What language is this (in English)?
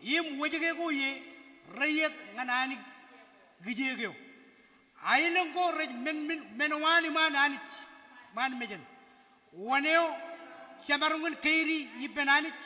Marshallese